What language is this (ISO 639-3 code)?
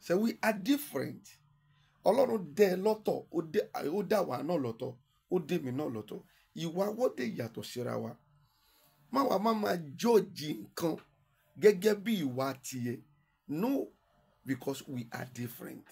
yor